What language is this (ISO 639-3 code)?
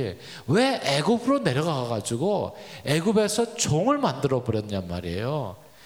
kor